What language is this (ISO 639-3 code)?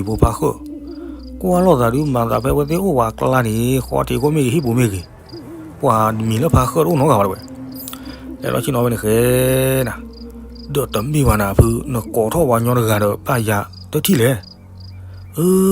ksw